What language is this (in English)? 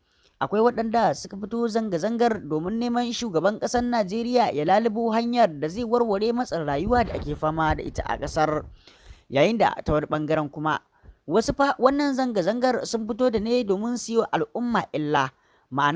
Hausa